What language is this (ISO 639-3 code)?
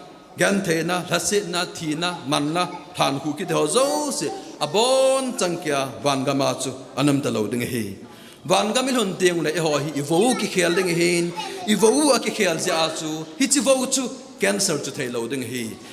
tcz